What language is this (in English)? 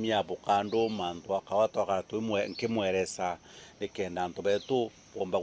Meru